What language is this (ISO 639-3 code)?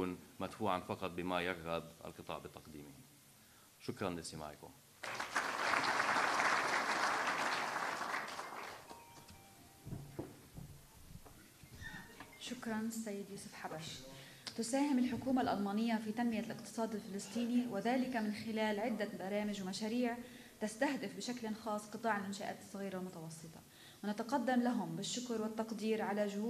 ara